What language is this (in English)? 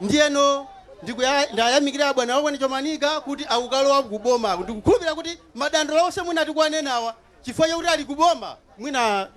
Nyanja